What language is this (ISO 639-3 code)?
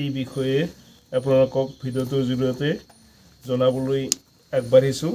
asm